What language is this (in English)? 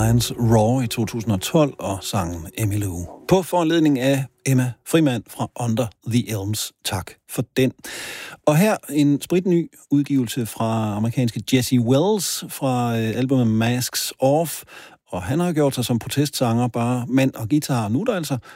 Danish